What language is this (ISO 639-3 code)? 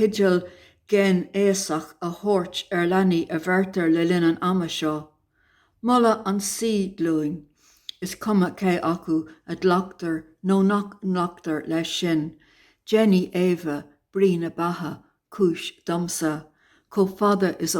gle